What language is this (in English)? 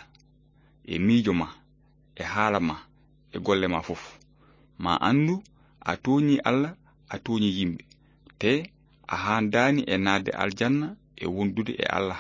Fula